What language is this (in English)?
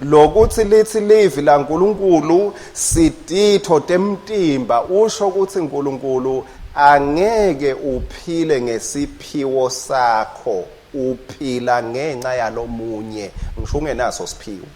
Swati